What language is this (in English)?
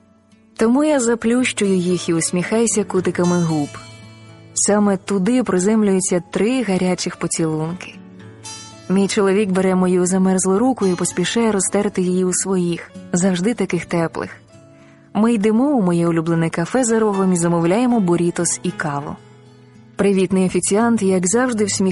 Ukrainian